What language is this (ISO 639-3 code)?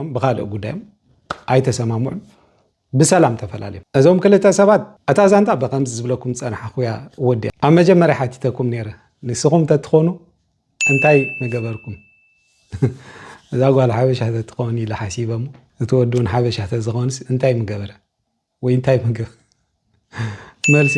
tir